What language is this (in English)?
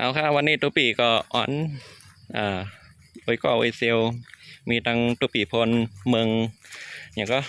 Shan